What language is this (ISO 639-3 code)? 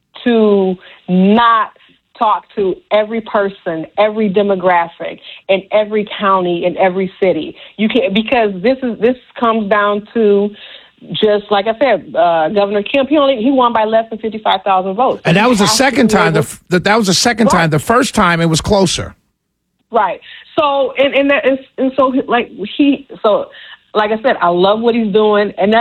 eng